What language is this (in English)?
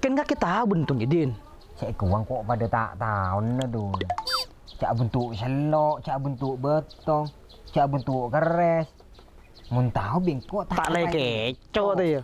Madurese